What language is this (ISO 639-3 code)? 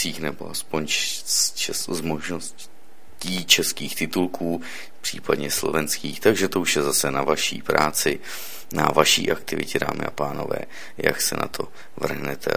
ces